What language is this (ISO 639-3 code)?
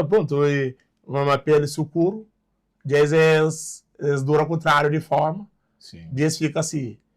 kea